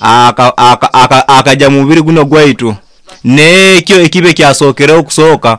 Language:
Nyoro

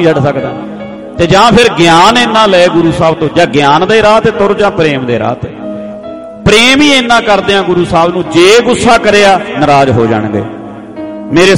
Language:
Punjabi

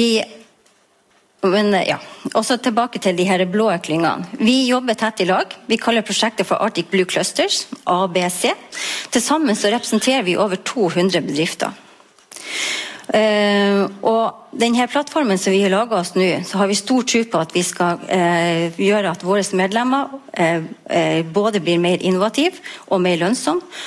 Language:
Norwegian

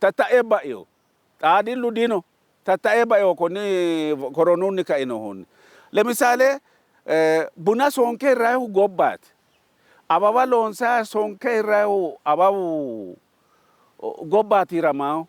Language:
Sidamo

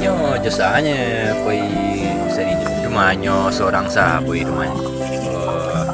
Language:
Minangkabau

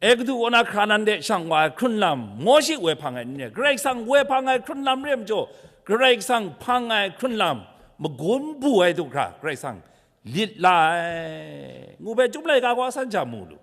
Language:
Kachin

